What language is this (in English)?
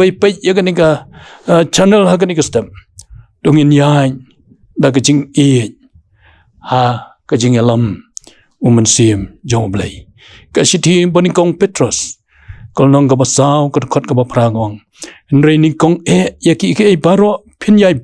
Khasi